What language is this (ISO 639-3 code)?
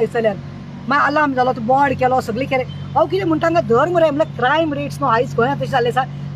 kok